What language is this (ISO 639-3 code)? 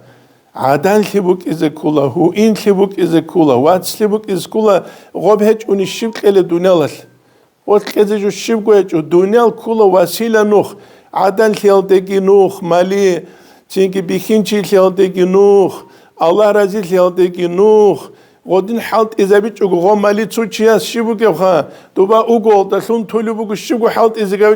ava